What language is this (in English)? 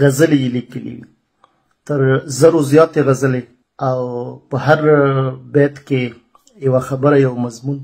Pashto